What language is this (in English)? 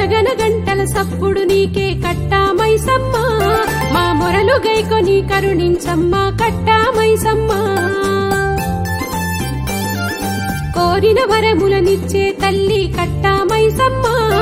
Telugu